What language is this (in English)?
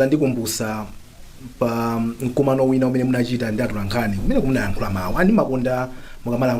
Nyanja